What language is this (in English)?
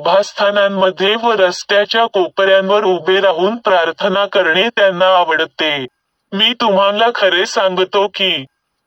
Marathi